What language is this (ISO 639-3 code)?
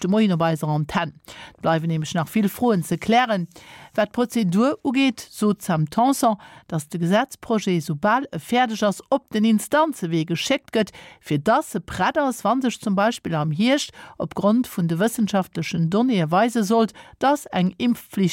ltz